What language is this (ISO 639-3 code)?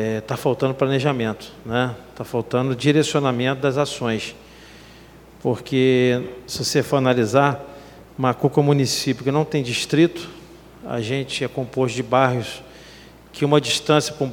por